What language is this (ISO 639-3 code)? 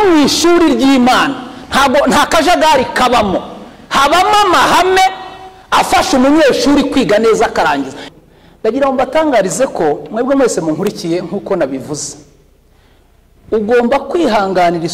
kin